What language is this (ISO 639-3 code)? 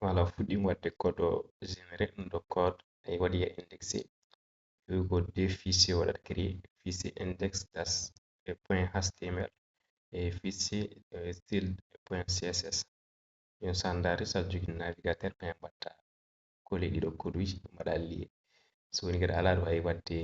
ful